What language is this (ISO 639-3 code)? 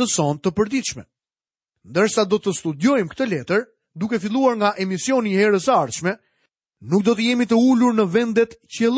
sqi